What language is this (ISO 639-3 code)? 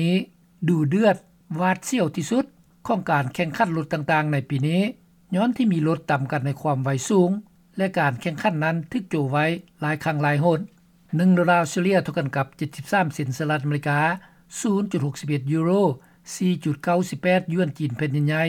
lao